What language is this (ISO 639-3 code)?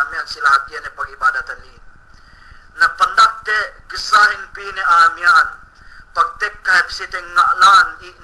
yka